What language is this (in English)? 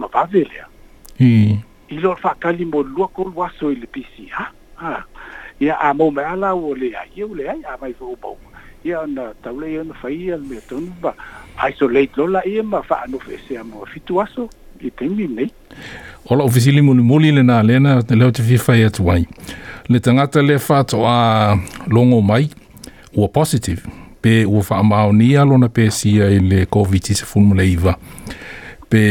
Samoan